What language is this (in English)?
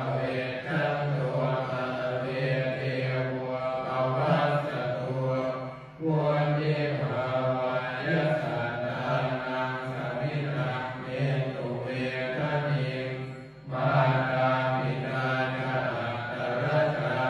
Pali